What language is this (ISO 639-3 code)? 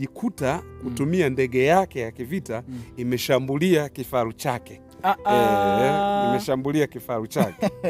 swa